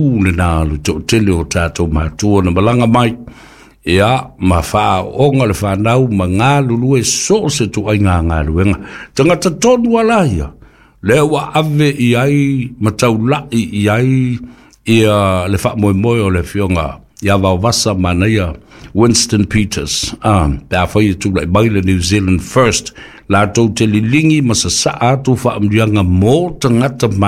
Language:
Samoan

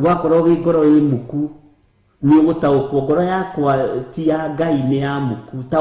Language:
Kikuyu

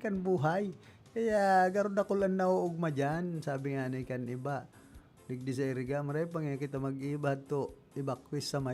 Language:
Bikol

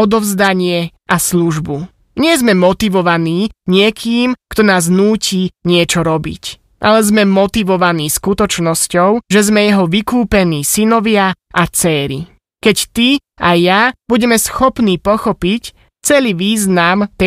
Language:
Slovak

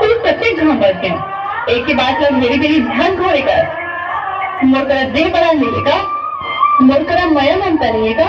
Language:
Chhattisgarhi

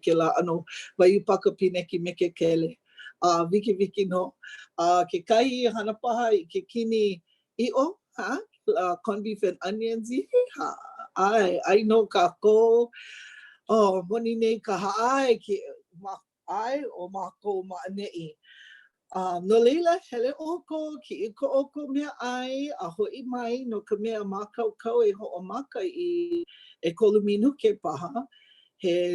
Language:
Hawaiian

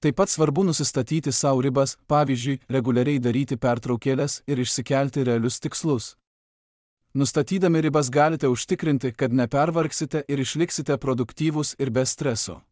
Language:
Lithuanian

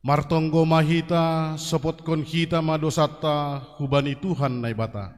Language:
Batak Simalungun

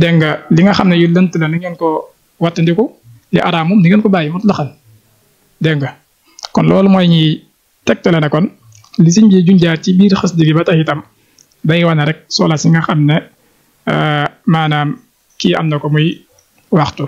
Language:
Wolof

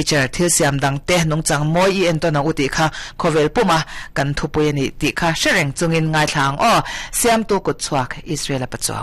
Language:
Mizo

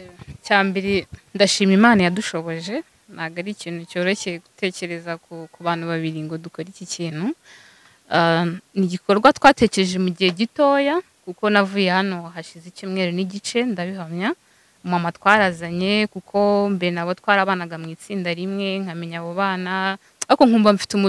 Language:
Kinyarwanda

